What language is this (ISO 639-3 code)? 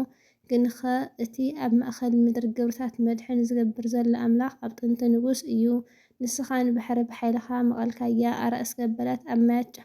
tir